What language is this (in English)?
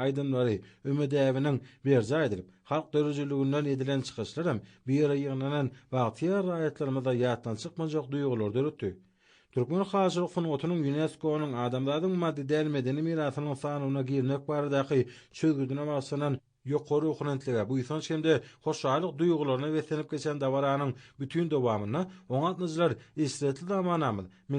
Turkmen